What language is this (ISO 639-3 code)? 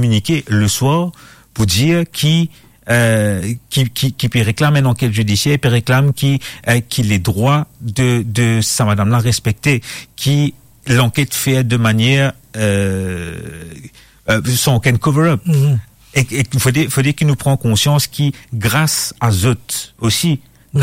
mfe